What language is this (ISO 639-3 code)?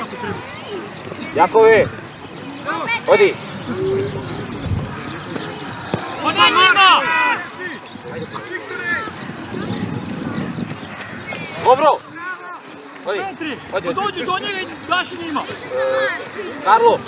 hrv